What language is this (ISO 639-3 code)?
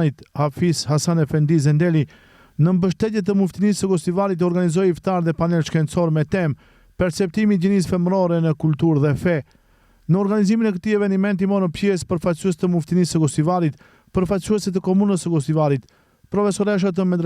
sqi